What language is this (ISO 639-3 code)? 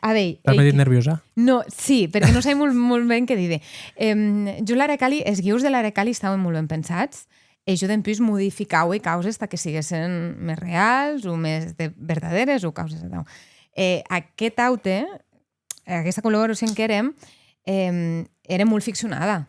oci